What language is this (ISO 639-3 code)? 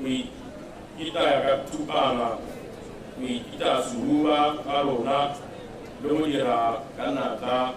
tsn